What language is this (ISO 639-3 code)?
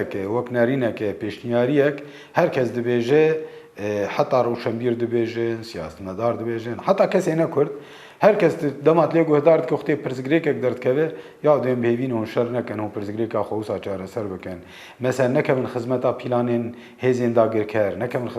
kur